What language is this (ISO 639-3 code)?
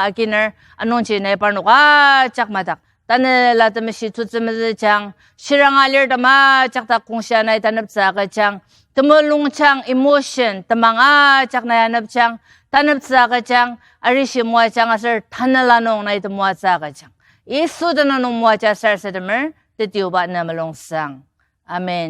njo